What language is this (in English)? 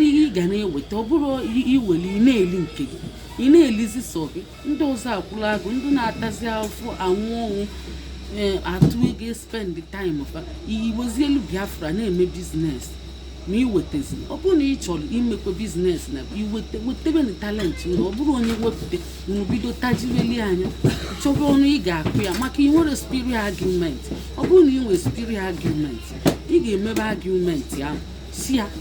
Igbo